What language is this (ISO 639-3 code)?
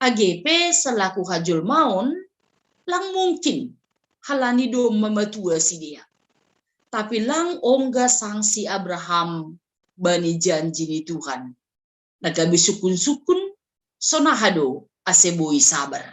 bts